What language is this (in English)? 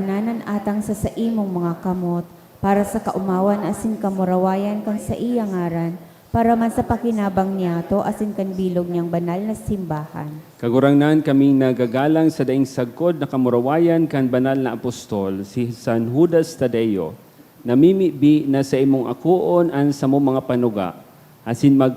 Bikol